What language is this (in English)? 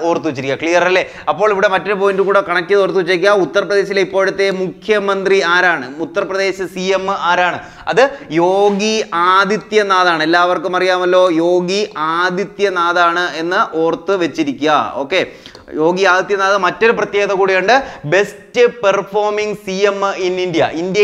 Malayalam